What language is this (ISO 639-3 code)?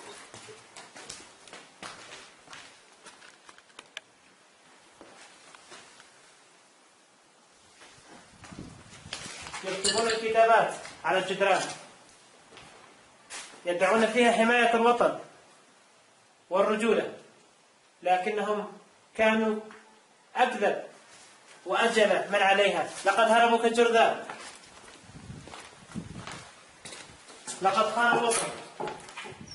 ara